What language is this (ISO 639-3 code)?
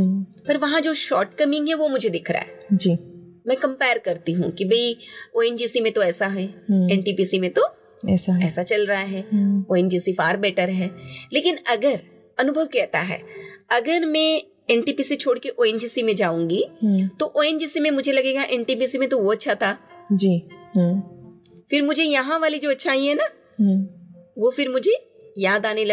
hin